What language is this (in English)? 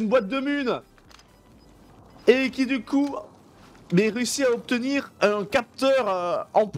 French